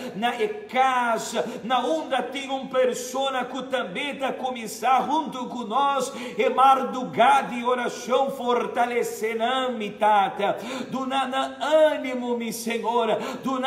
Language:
Papiamento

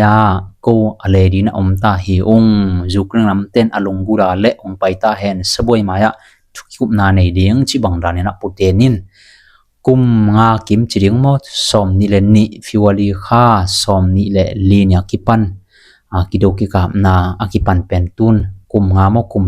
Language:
Tedim Chin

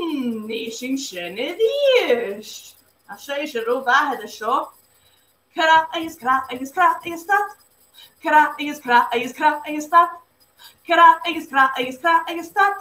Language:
Scottish Gaelic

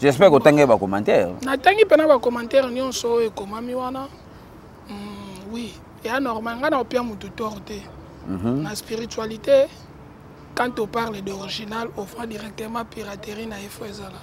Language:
Lingala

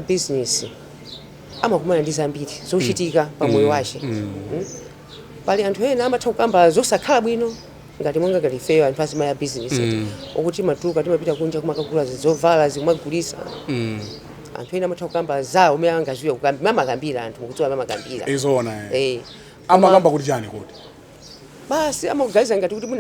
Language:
Nyanja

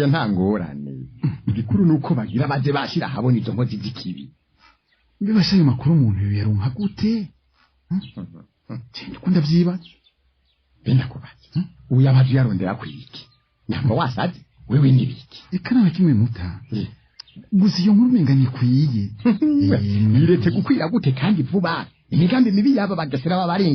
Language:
Rundi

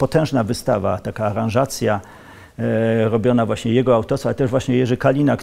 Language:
Polish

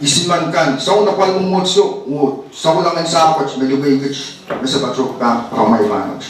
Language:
Pohnpeian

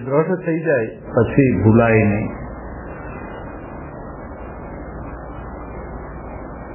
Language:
Gujarati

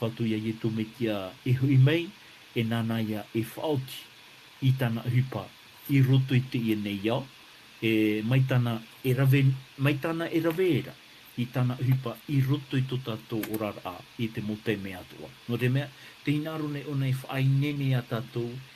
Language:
Tahitian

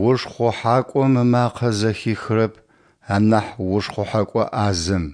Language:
Adyghe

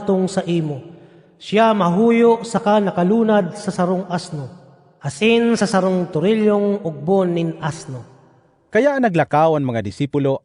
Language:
Bikol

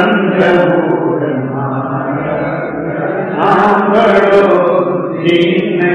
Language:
Gujarati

